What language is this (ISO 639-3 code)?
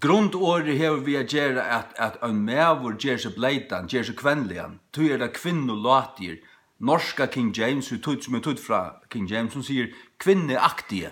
fao